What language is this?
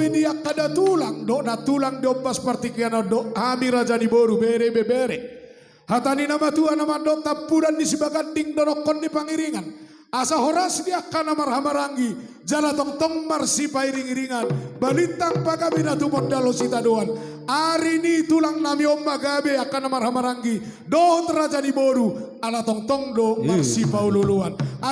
Batak Toba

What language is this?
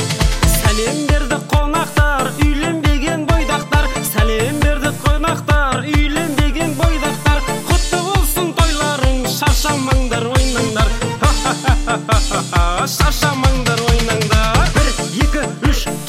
Kazakh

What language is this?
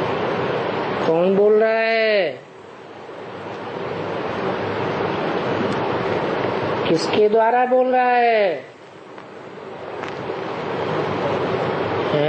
Hindi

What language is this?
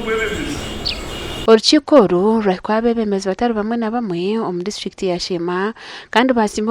Nyankole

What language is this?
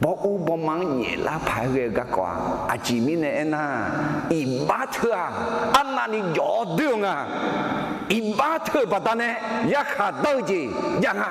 Akha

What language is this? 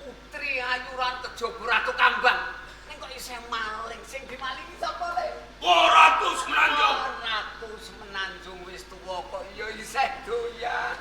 Javanese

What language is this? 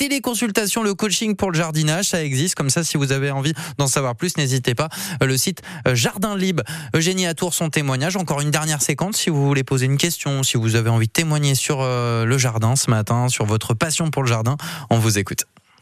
French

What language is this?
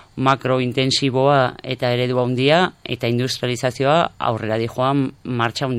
Basque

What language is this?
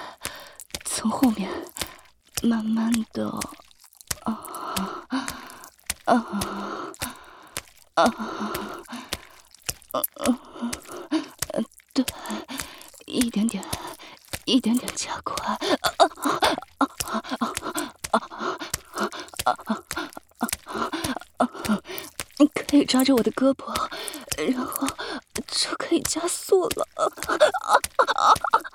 Chinese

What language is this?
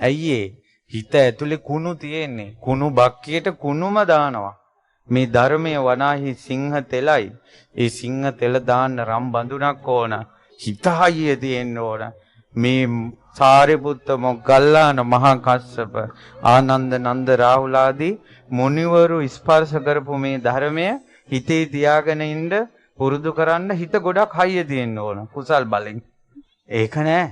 Sinhala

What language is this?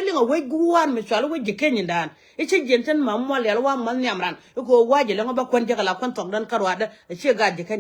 Nuer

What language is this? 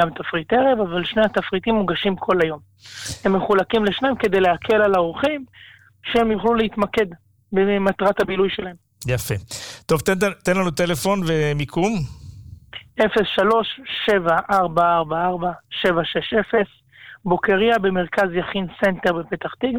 Hebrew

